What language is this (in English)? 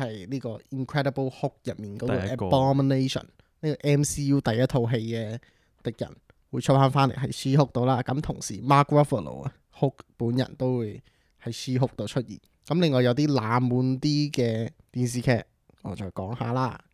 Cantonese